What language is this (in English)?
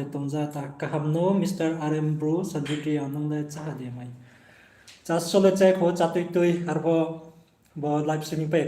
Riang (India)